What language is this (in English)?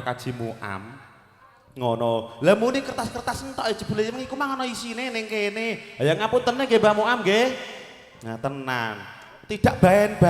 Javanese